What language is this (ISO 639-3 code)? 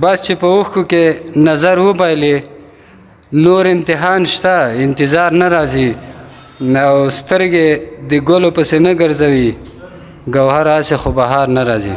pus